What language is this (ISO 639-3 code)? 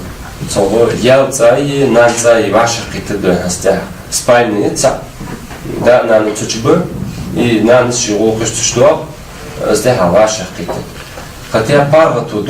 inh